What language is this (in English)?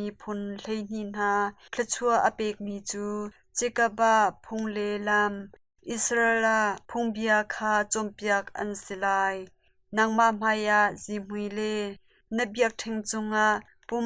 Hakha Chin